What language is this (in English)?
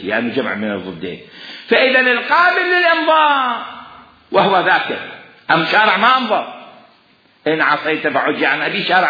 Mesopotamian Arabic